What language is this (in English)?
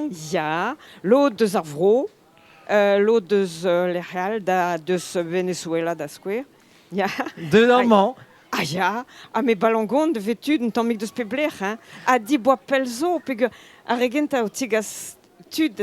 Breton